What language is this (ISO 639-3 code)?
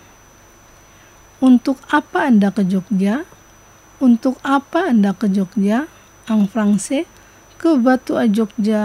ind